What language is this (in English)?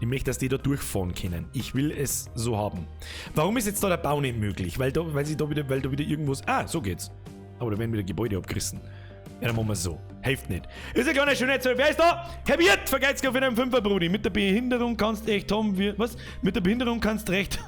Bavarian